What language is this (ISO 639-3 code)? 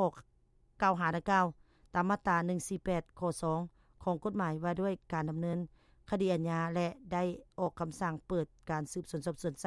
lao